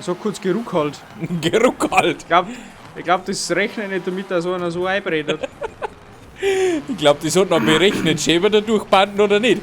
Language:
Bavarian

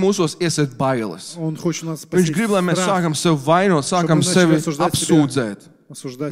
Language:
Latvian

